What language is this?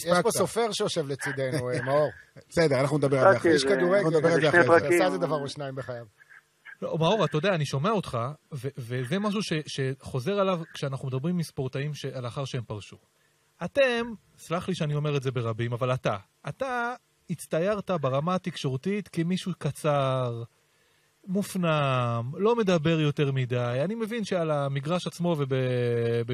Hebrew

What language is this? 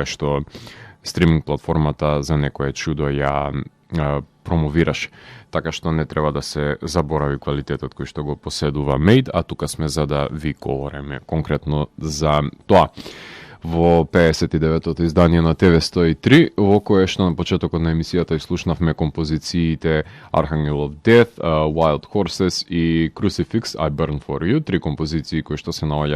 Macedonian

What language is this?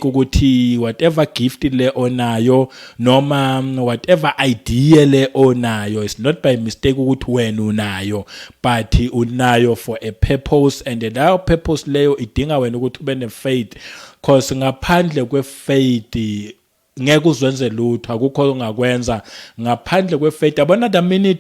Zulu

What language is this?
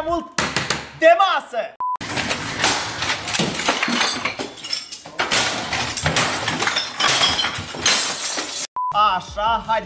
Romanian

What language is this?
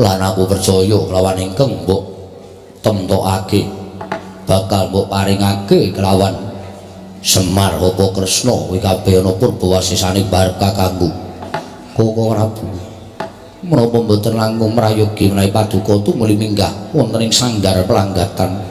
Javanese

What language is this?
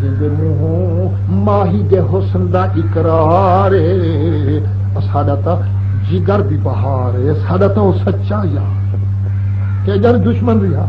Saraiki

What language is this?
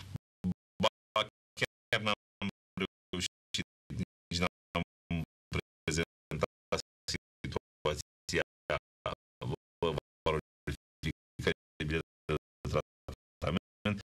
Romanian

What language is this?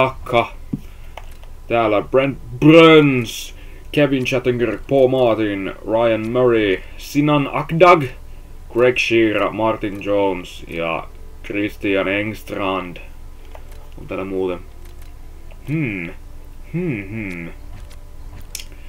Finnish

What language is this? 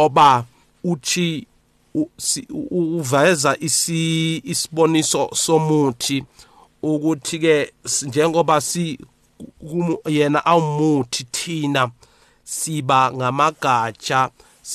South Ndebele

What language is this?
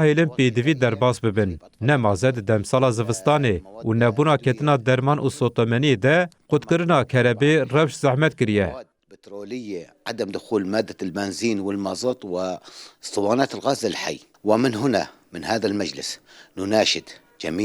Kurdish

